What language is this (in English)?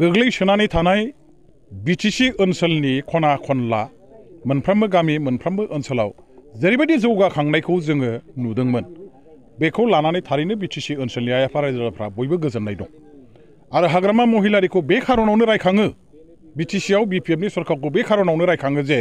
Bodo